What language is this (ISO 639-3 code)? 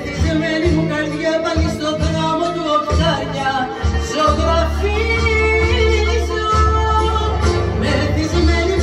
ell